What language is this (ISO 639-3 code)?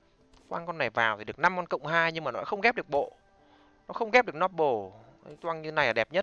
vie